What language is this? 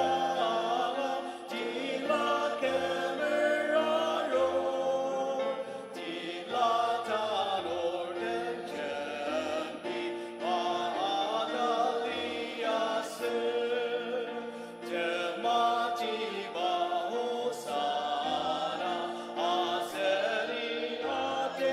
Ao Naga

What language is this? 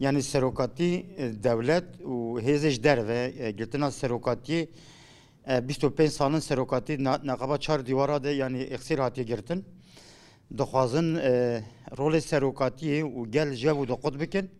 Kurdish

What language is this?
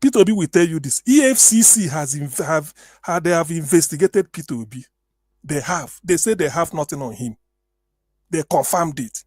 Nigerian Pidgin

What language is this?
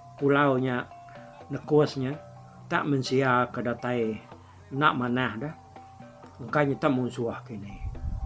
Iban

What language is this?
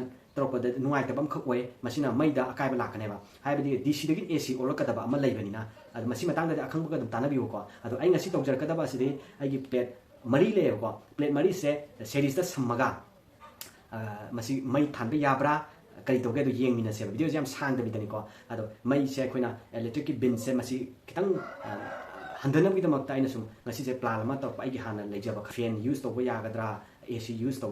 Manipuri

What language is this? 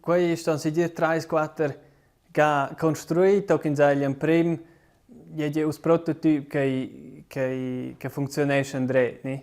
Romansh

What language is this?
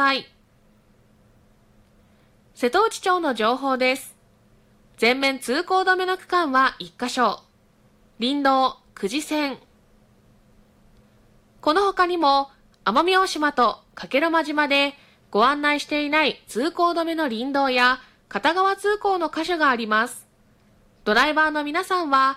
Japanese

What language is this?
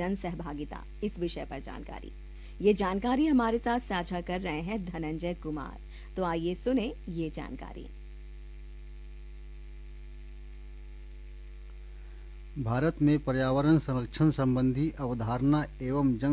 Hindi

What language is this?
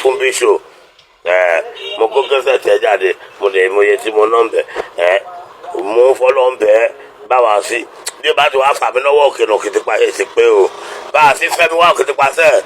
Yoruba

